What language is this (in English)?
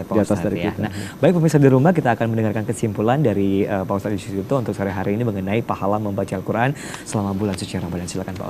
Indonesian